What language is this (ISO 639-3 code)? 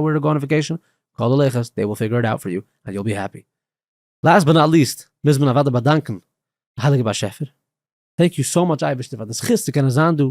yid